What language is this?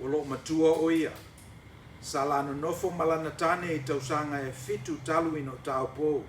Samoan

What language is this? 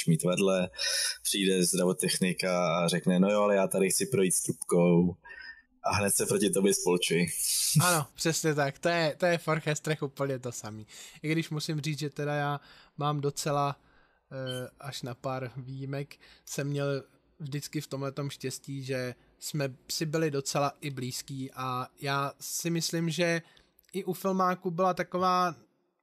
Czech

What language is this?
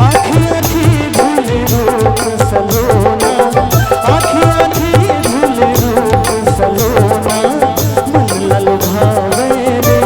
Chhattisgarhi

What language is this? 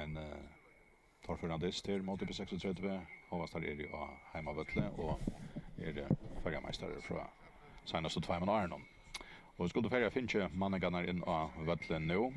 Faroese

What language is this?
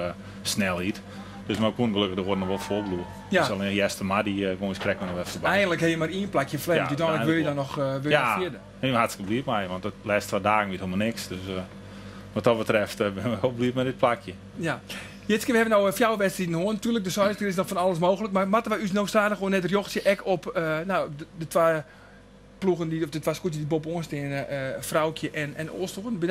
Western Frisian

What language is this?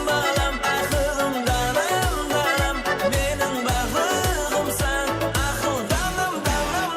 Kara-Kalpak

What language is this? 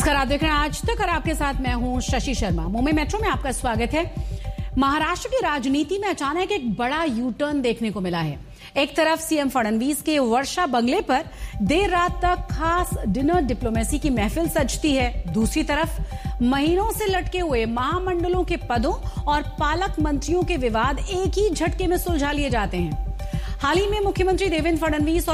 Hindi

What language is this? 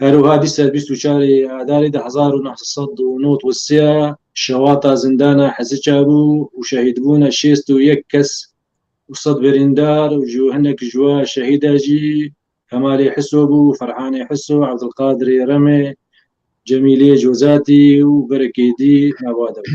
Kurdish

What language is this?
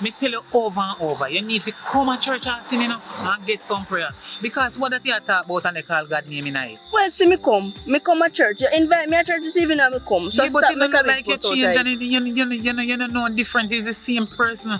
Jamaican Creole English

